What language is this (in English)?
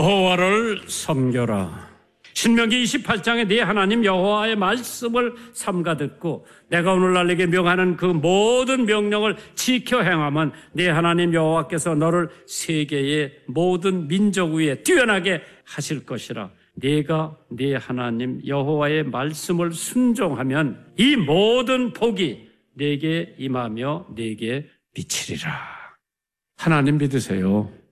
Korean